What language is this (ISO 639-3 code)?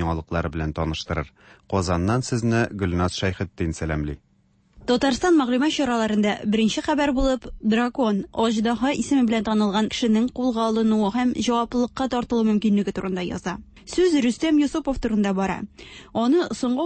tat